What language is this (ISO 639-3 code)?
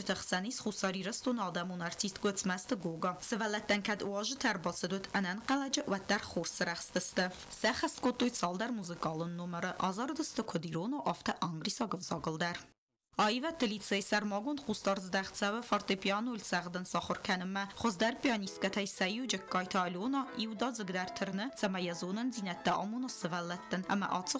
oss